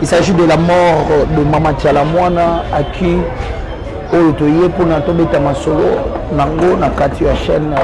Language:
Lingala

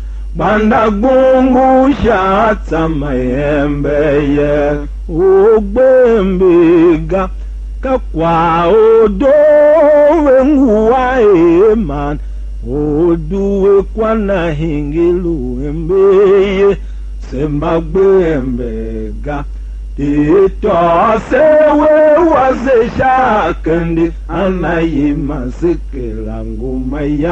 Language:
Tiv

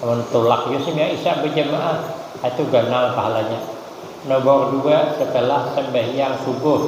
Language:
Banjar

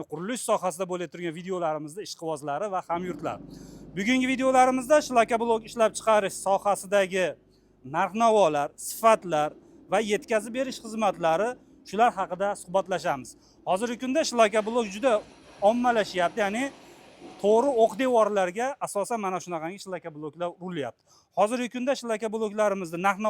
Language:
Uzbek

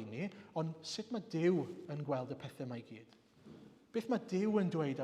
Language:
Welsh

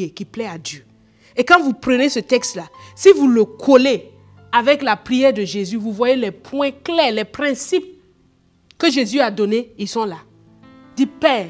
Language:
French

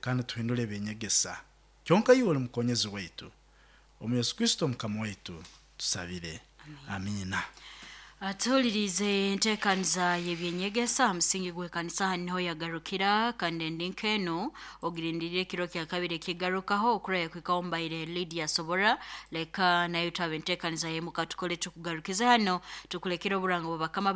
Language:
Nyoro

